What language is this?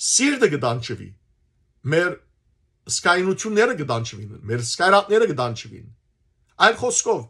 Western Armenian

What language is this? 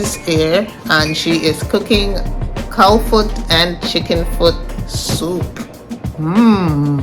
Jamaican Creole English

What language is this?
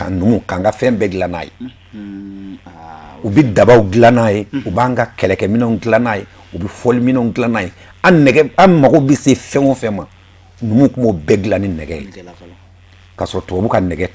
Bambara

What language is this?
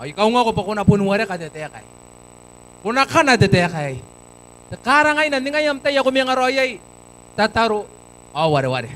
Gilbertese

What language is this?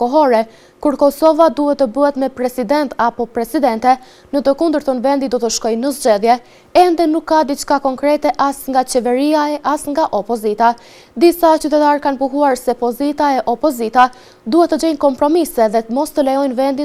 Albanian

